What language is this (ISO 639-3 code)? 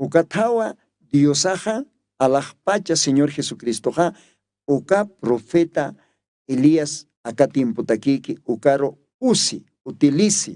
aym